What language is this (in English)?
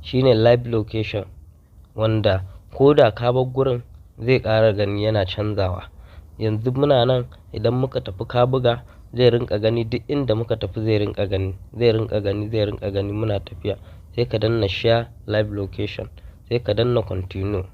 Hausa